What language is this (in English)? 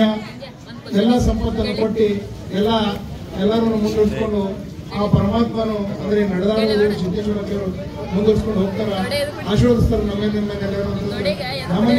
Kannada